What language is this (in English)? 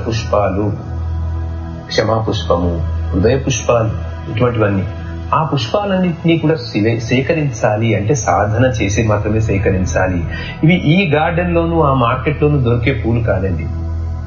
Telugu